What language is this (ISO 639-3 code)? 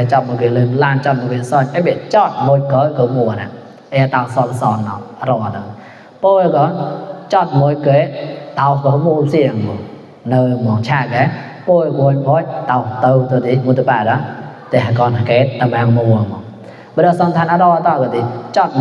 mnw